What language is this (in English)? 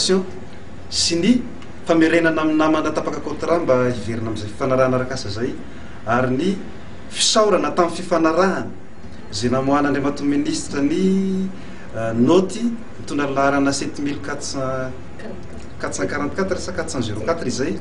Malagasy